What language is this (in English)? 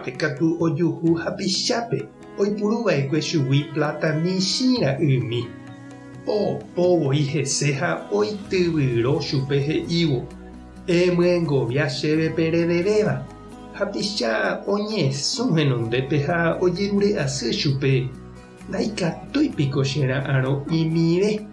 Guarani